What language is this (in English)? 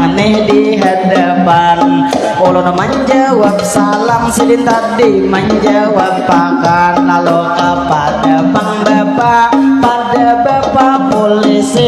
Banjar